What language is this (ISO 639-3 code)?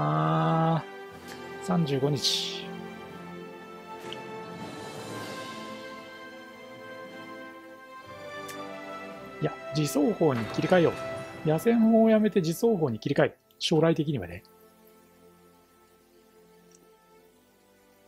jpn